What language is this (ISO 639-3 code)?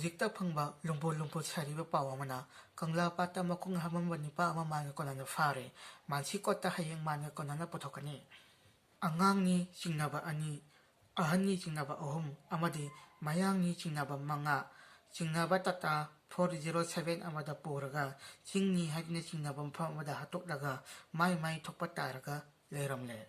mni